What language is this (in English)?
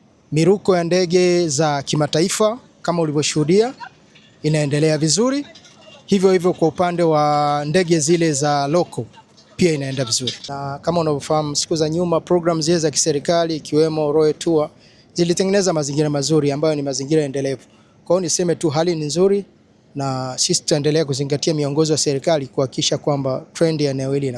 Swahili